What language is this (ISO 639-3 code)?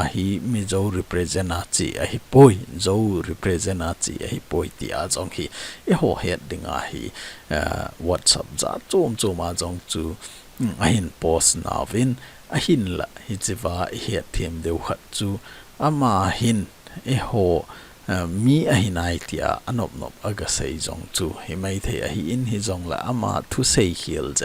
tcz